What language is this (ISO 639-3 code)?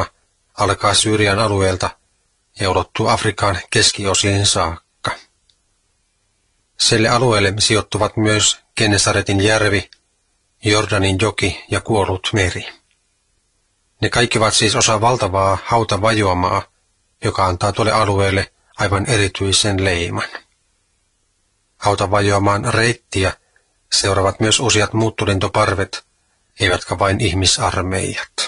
fin